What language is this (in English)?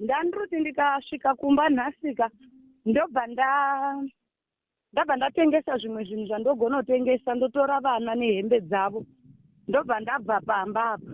Shona